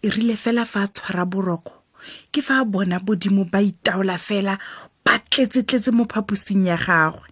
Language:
Tswana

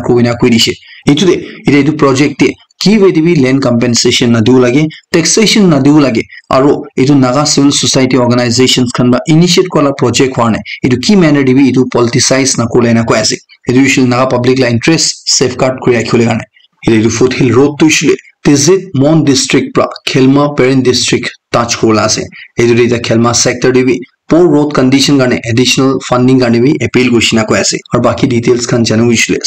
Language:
Naga Pidgin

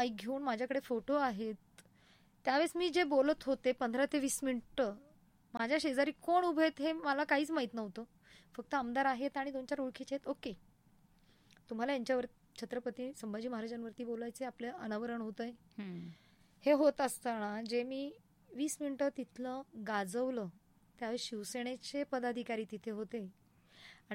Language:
Marathi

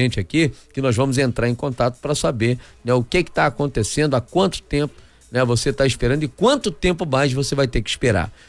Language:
Portuguese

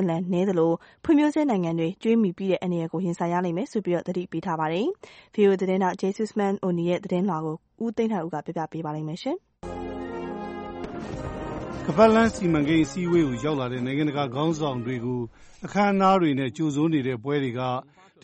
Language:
Burmese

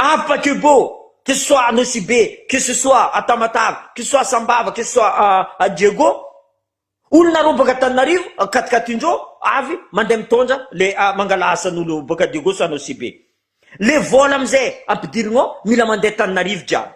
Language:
Malagasy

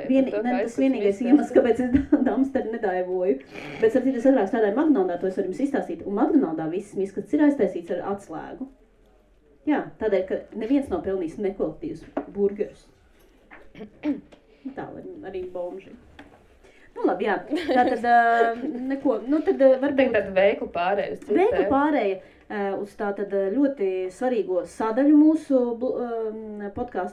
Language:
Latvian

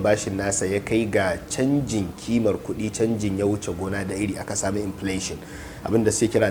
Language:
Hausa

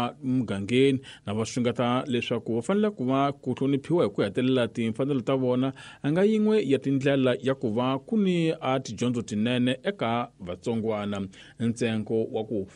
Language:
Tsonga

